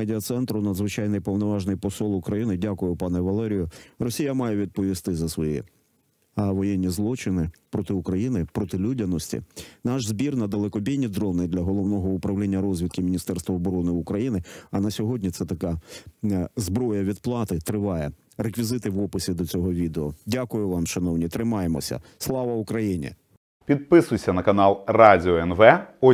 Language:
Ukrainian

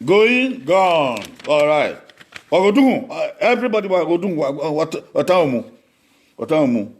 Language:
Bini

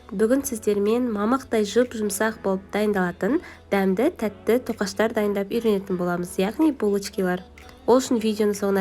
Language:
Kazakh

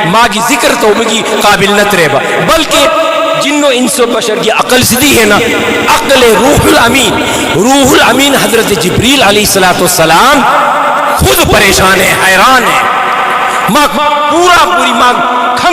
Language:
Manipuri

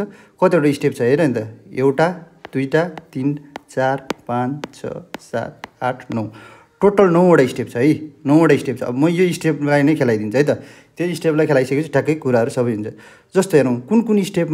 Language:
Nepali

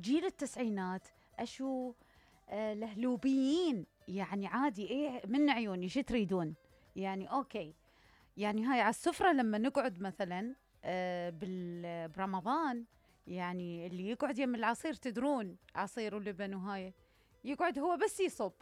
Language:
Mesopotamian Arabic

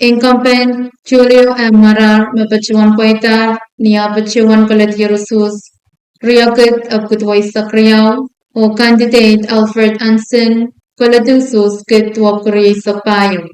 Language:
Pohnpeian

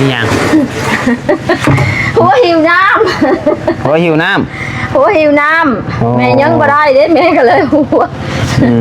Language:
Northeastern Thai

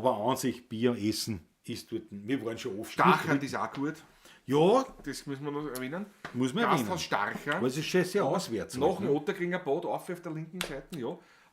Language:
Bavarian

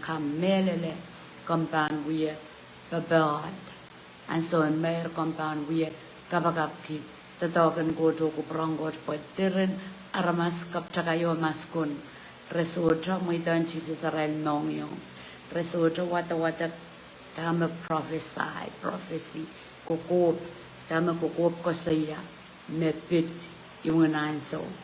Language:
Pohnpeian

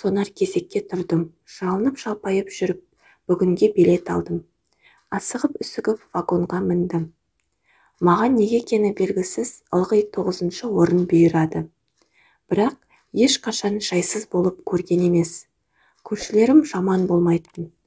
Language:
Kazakh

